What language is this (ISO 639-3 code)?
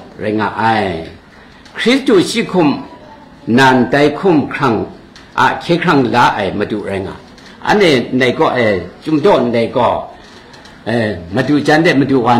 kac